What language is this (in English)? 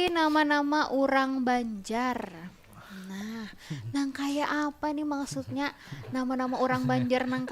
Banjar